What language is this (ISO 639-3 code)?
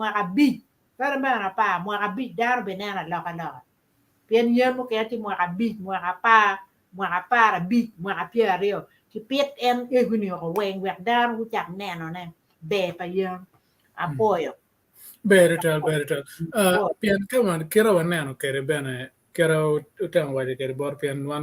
ach